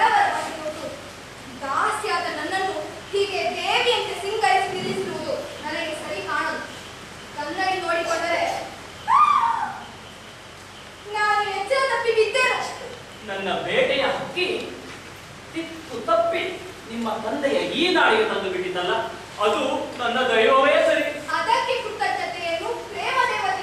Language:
Kannada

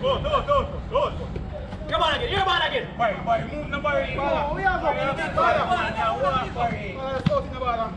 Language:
Jamaican Creole English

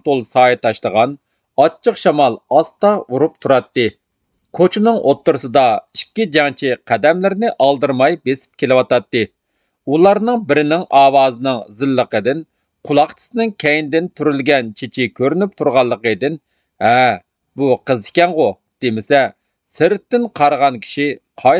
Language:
Uyghur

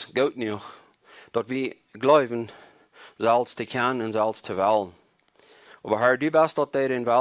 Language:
Plautdietsch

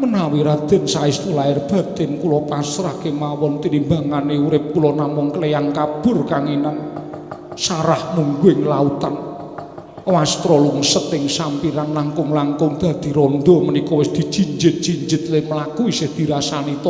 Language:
Javanese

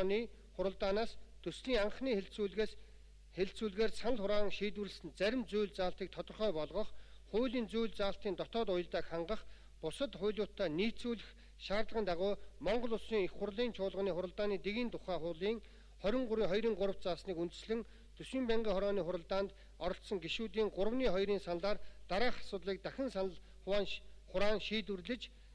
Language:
Mongolian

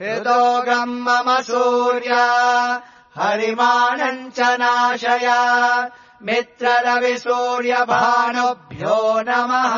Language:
Sanskrit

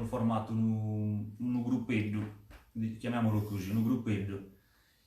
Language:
Sardinian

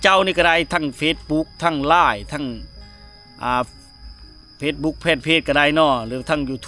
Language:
Lao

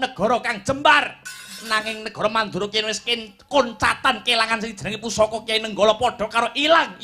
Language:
Javanese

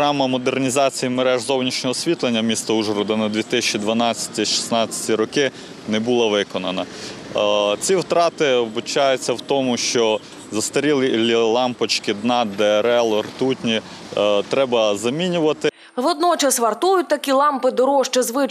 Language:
Ukrainian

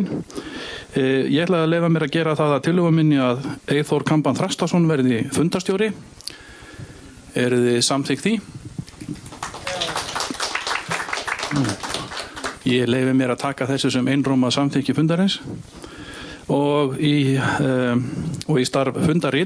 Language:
Icelandic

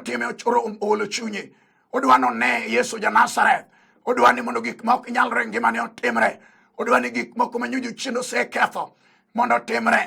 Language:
Luo (Kenya and Tanzania)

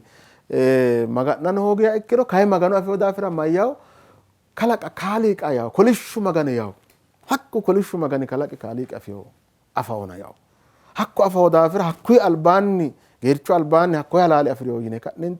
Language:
Sidamo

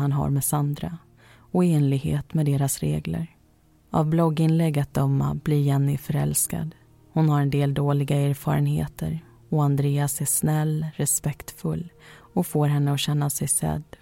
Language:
Swedish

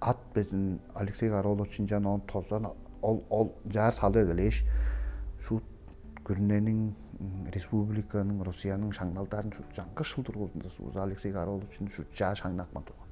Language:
Tuvinian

